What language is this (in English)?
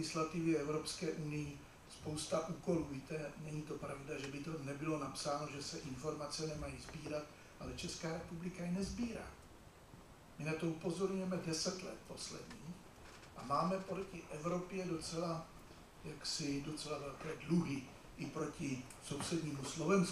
Czech